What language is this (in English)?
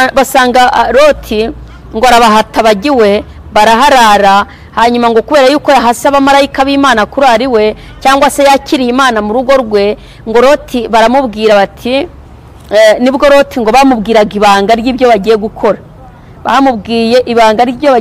Kinyarwanda